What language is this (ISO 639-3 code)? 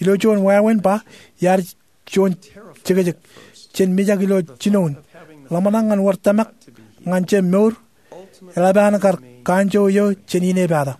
mah